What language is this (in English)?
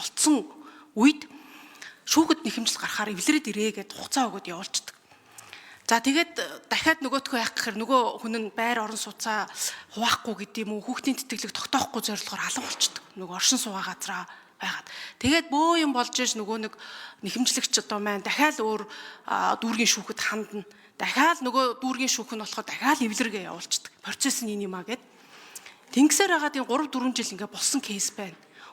Mongolian